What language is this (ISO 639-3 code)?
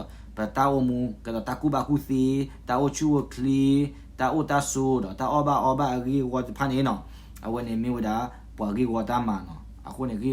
ksw